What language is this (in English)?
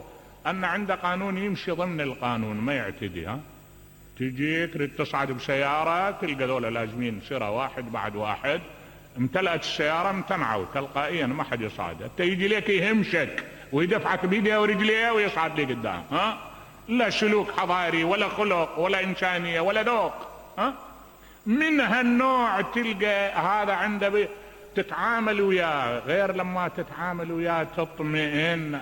Mesopotamian Arabic